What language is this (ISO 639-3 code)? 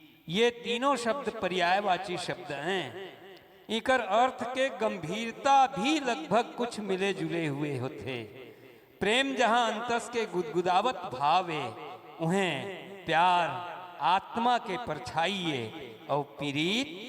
hne